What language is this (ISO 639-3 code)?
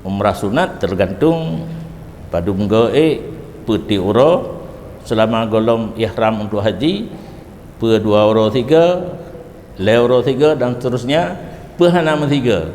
ace